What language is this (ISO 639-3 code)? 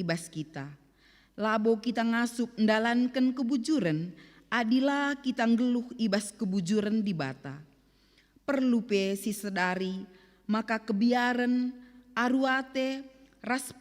btx